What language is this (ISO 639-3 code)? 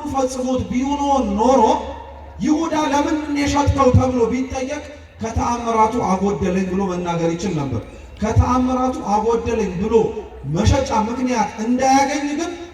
amh